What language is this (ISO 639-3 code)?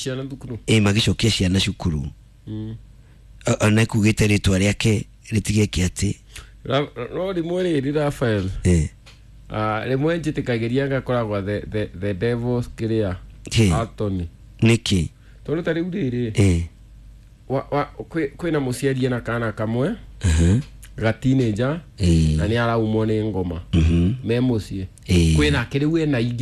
kik